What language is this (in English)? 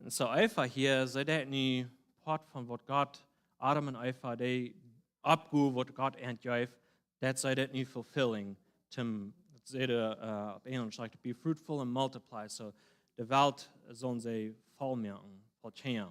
Plautdietsch